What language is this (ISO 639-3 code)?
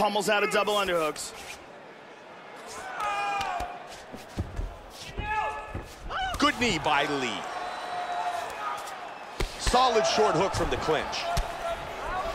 eng